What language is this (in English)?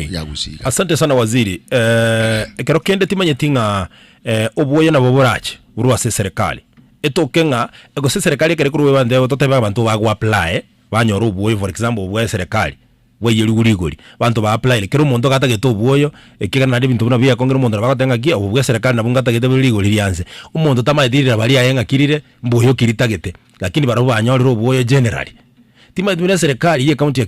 Gusii